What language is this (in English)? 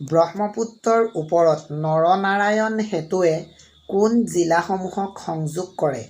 Assamese